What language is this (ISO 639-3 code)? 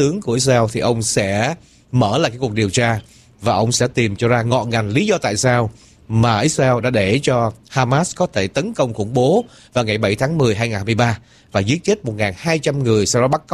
vie